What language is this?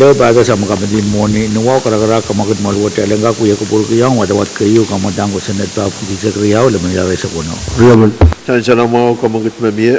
Pohnpeian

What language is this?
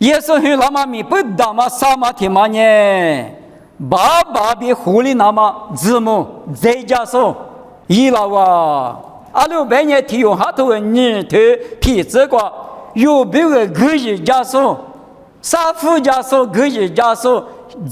Lisu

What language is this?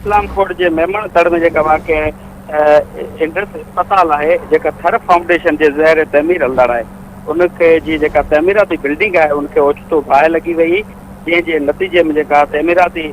Sindhi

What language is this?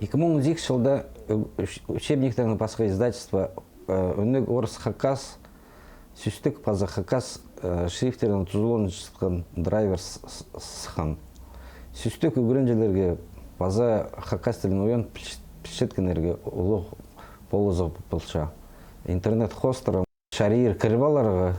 Khakas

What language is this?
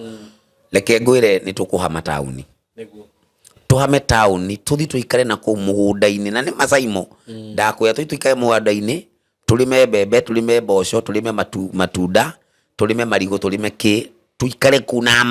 Kikuyu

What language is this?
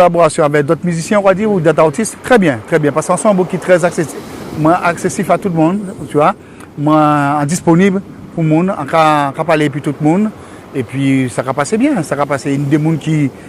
Guadeloupean Creole French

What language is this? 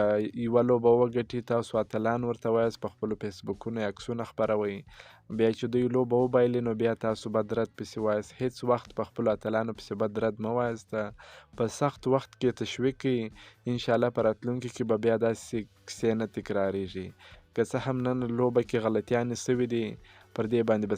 Pashto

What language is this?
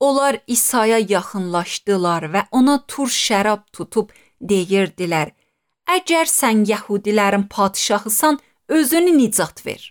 Azerbaijani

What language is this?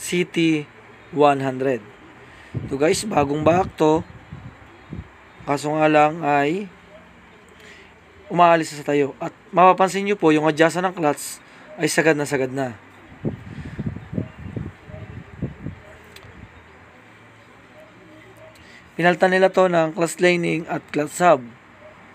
Filipino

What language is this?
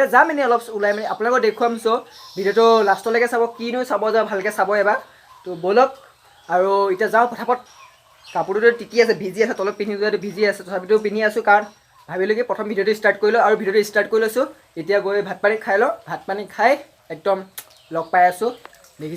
Assamese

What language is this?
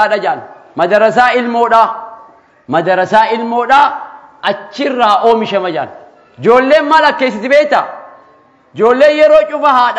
Oromo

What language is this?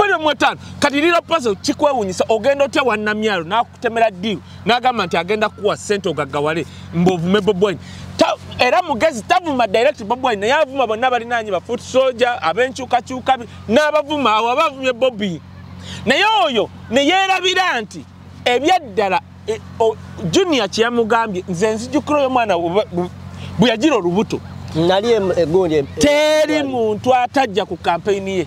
Ganda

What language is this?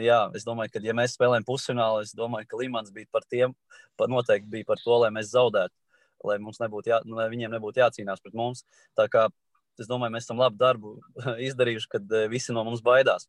Latvian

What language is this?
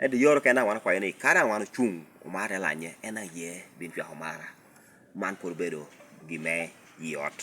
Lango (Uganda)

